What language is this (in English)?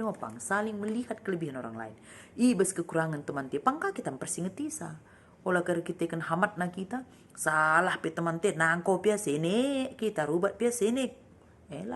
Batak Karo